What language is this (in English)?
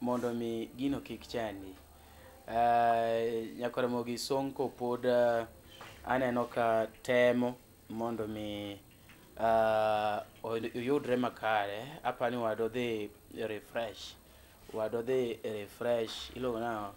Luo (Kenya and Tanzania)